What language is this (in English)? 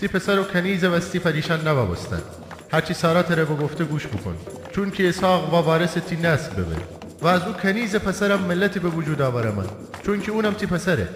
Gilaki